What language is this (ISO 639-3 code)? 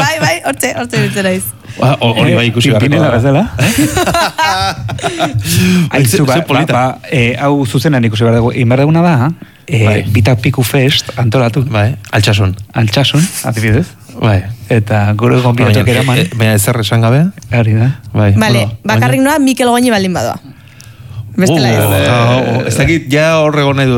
eus